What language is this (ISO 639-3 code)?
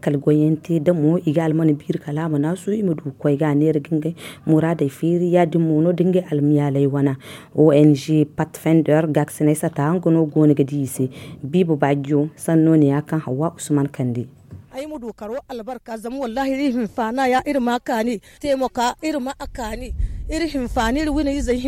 dje